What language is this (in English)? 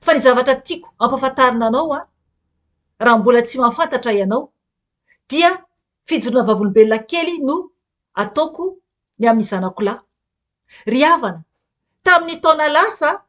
Malagasy